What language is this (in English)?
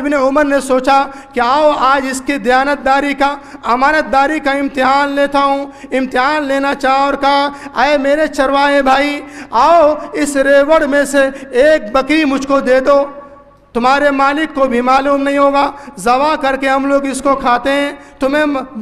Urdu